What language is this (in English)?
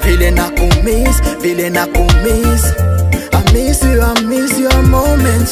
Swahili